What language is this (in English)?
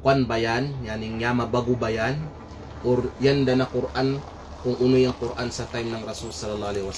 Kalagan